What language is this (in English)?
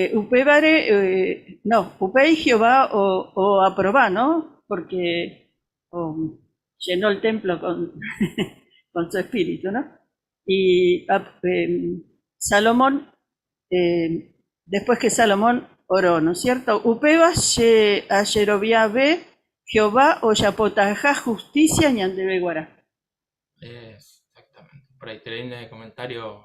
Guarani